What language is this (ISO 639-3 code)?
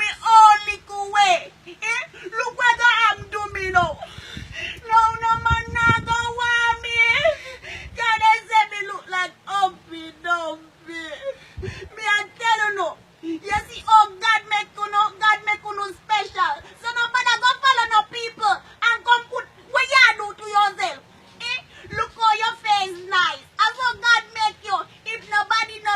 jam